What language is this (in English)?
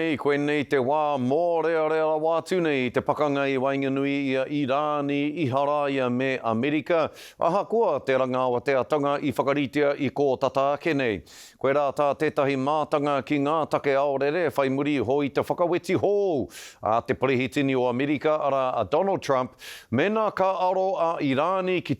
Māori